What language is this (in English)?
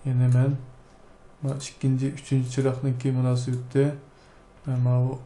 Uyghur